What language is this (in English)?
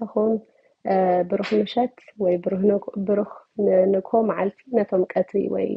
Tigrinya